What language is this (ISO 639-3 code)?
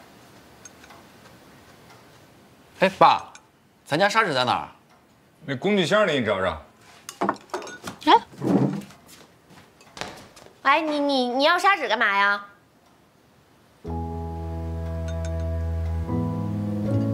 zho